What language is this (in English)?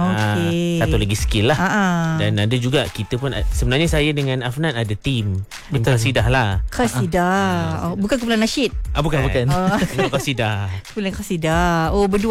Malay